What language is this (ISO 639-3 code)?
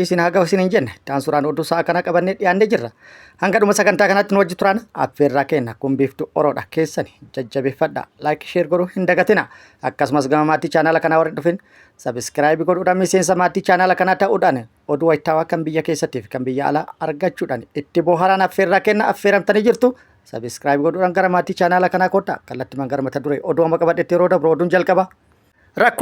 orm